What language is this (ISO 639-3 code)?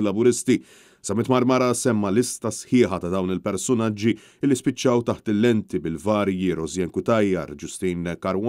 mlt